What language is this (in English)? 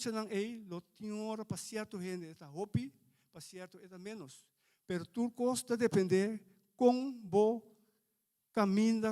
Papiamento